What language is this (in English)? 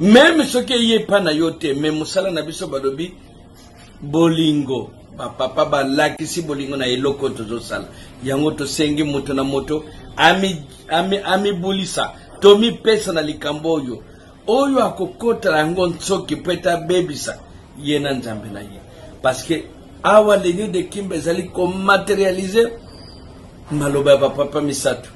Lingala